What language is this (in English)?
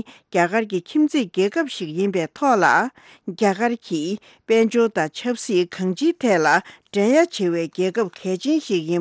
Tibetan